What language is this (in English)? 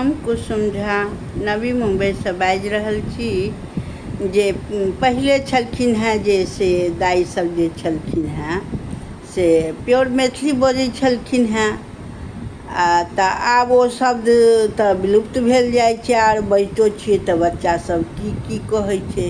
Maithili